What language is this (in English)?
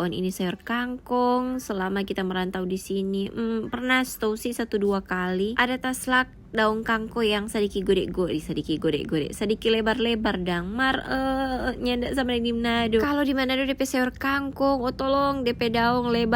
Manado Malay